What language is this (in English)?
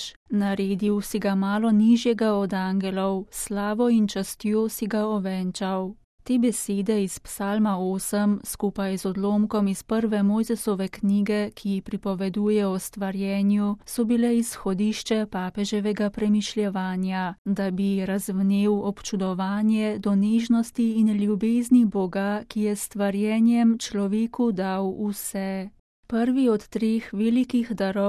Slovenian